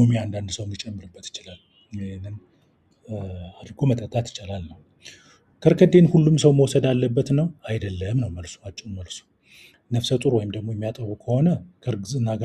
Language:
Amharic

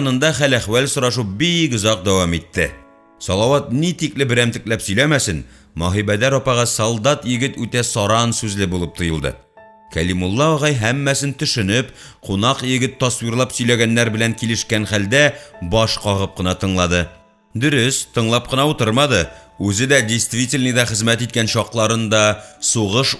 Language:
Tatar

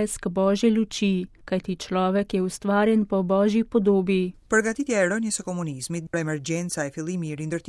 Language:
Slovenian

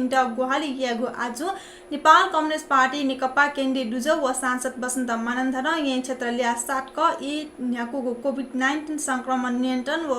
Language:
Newari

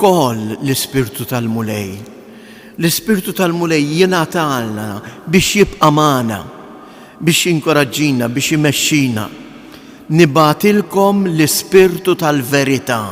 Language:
Maltese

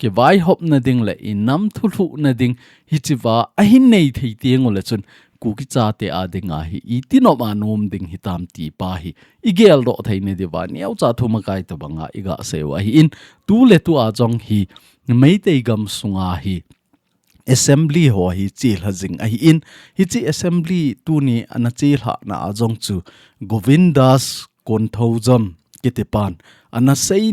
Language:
Thado Chin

